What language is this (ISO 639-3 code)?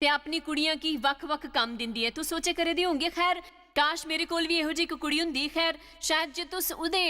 doi